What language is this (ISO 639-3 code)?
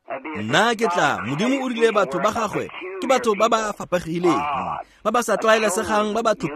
tsn